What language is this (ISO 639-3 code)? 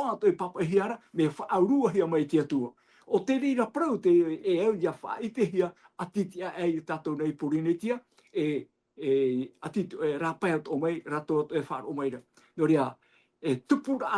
tah